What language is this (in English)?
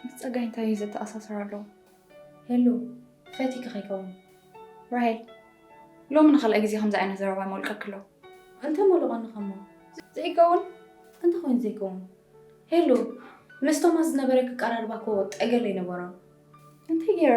Tigrinya